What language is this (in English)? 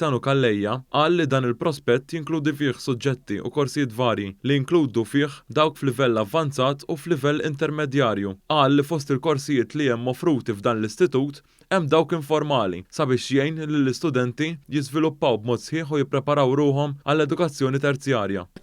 Maltese